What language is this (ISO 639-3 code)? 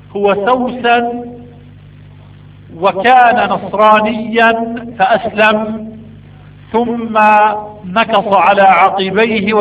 ara